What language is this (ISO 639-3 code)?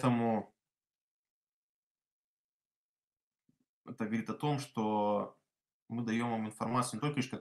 rus